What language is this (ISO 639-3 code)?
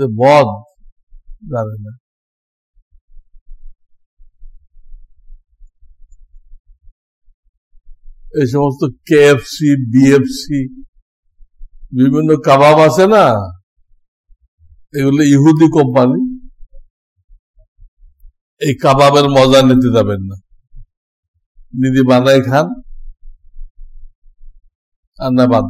ben